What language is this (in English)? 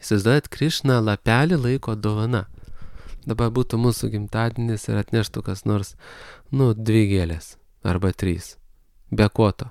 Lithuanian